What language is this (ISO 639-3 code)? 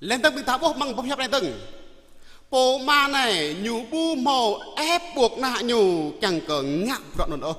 jra